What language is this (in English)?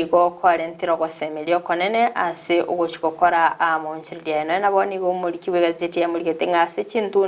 Gusii